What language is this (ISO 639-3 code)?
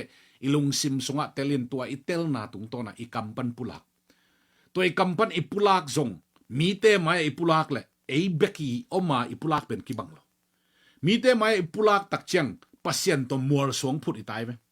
ctd